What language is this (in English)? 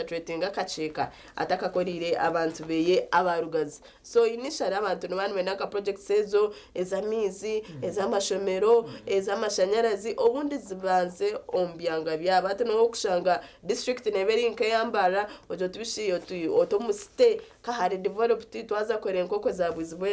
Nyankole